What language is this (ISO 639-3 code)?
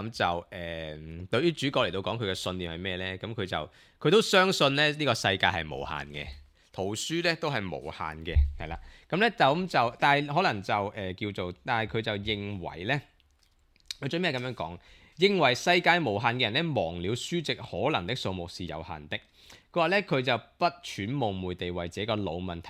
yue